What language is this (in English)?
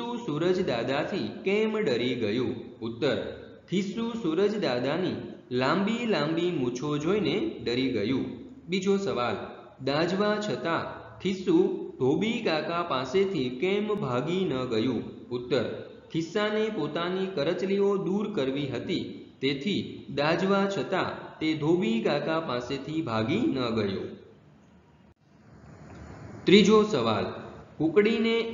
Gujarati